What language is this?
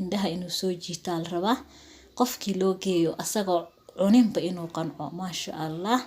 Somali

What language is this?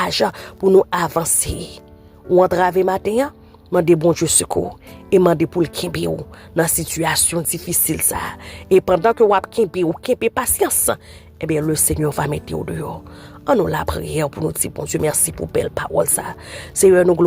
Haitian Creole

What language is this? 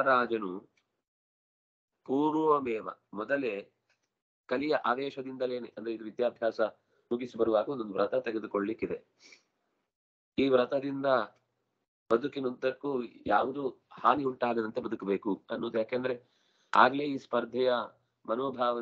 Kannada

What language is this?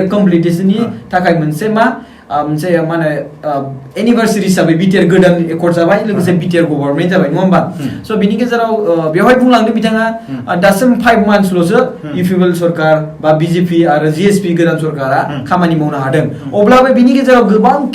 Bodo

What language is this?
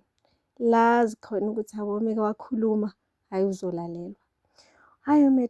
Zulu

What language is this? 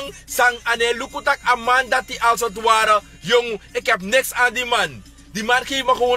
Sranan Tongo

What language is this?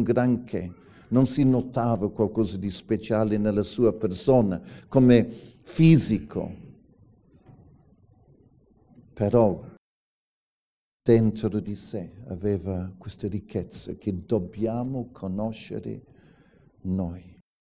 Italian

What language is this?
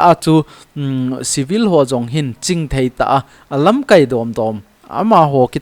Thado Chin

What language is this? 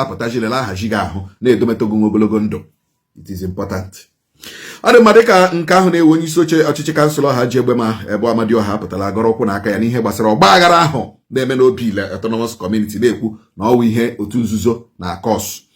Igbo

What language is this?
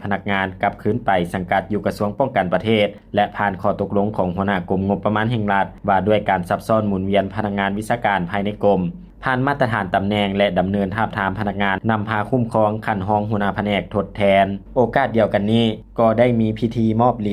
Lao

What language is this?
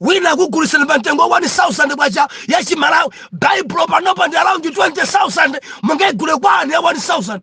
Nyanja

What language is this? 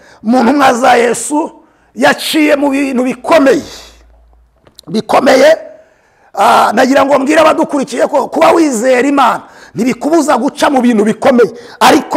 Kinyarwanda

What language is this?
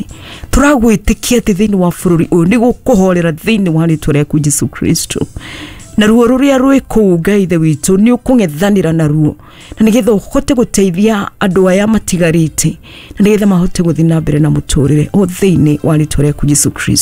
Kikuyu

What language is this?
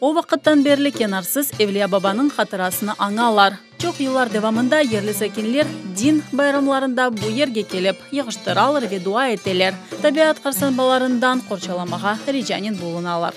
Crimean Tatar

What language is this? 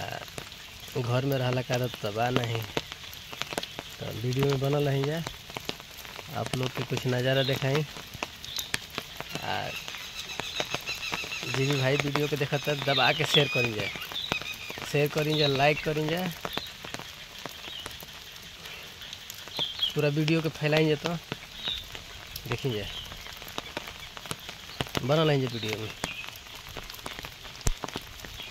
Bhojpuri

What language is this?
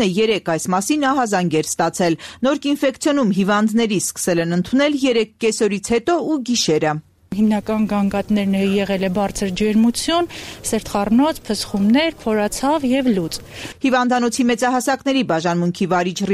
Armenian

